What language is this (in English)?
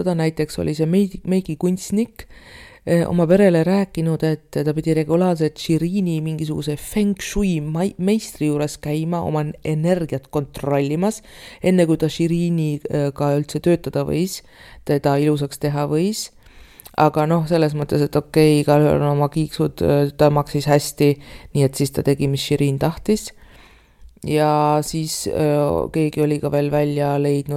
Estonian